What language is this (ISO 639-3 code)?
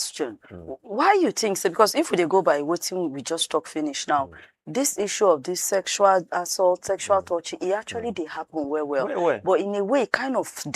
pcm